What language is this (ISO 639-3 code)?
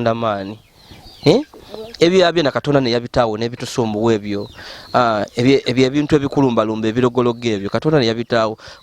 lug